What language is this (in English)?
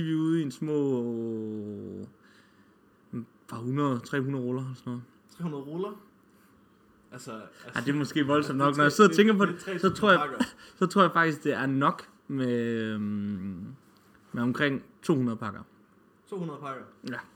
Danish